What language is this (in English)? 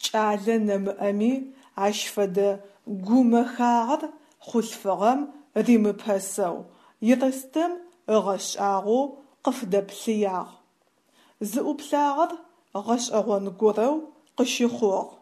Adyghe